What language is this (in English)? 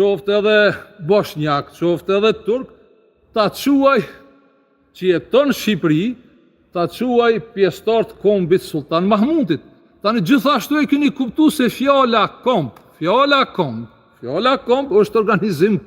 Albanian